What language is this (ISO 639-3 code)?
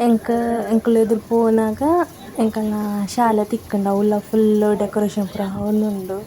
tcy